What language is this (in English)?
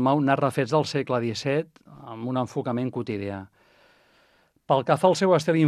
Catalan